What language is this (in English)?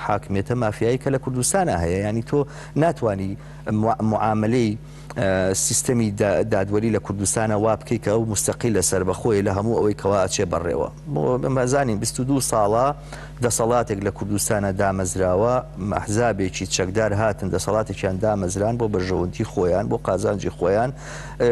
Central Kurdish